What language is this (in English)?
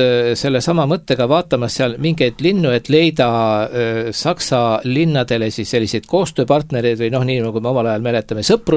Estonian